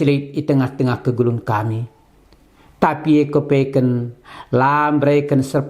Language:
Batak Karo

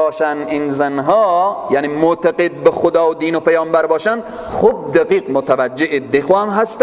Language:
Persian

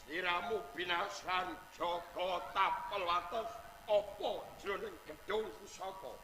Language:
Javanese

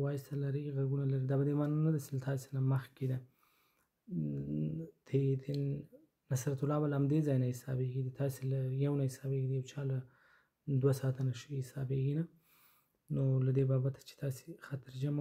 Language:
Pashto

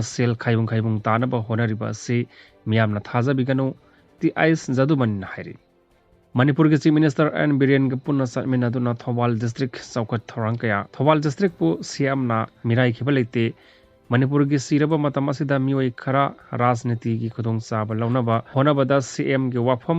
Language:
Manipuri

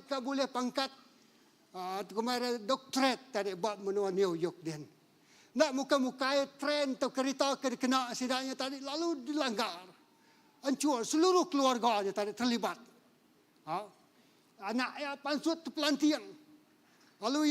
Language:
Iban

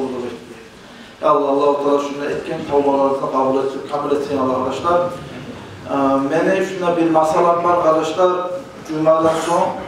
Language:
Kumyk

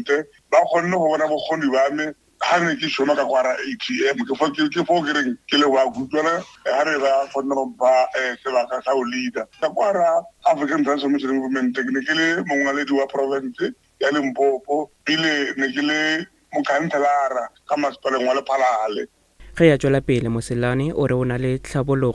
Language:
Northern Sotho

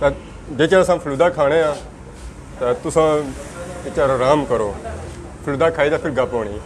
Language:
Pahari-Potwari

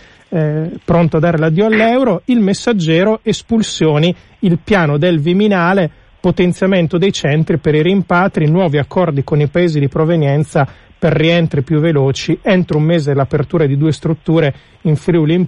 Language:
Italian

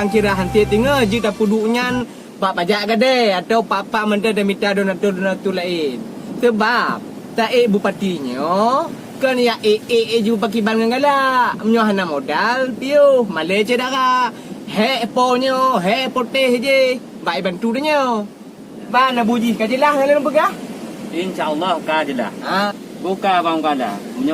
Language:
Achinese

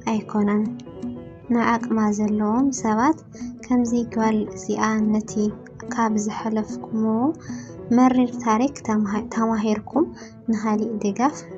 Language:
Tigrinya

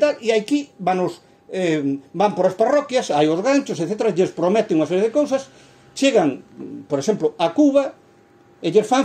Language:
Galician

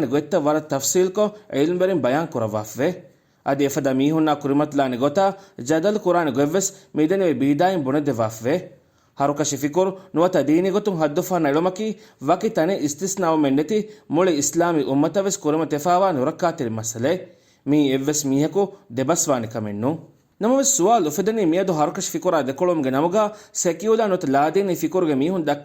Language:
Divehi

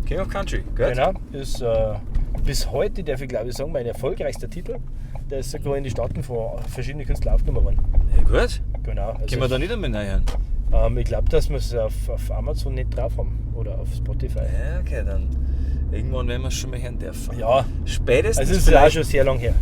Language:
Bavarian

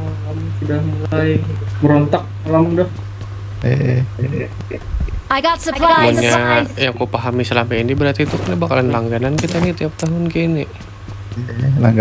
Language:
Banjar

